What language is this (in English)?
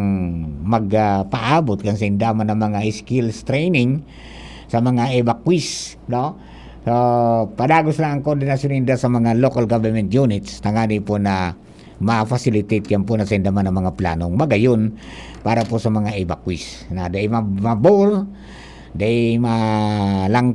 Bikol